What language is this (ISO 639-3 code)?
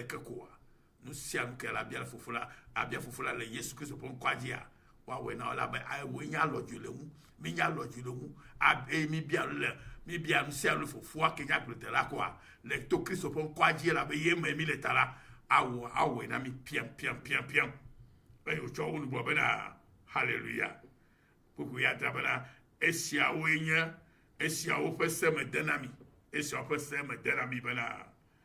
ewe